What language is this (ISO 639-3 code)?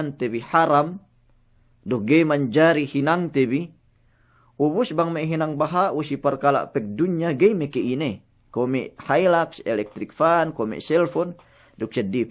yka